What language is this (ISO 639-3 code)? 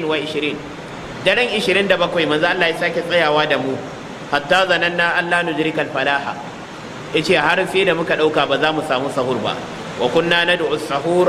hau